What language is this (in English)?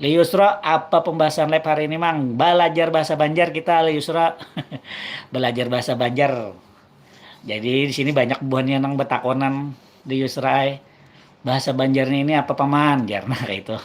Banjar